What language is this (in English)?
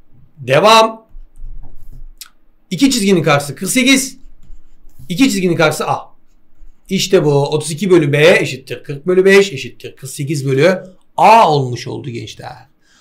Turkish